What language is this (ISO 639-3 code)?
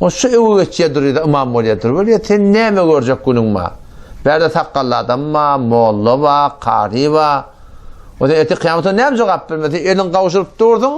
tuk